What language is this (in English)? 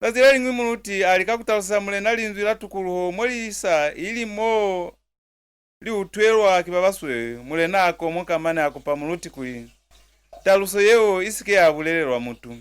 Lozi